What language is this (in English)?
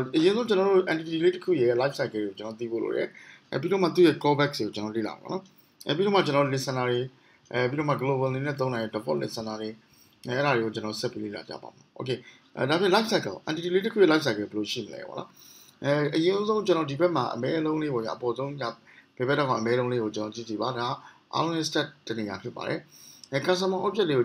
Burmese